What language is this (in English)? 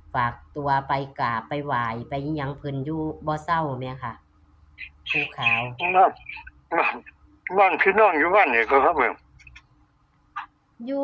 Northeastern Thai